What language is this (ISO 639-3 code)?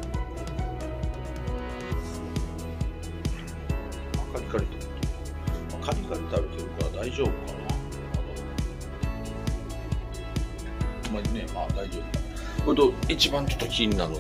jpn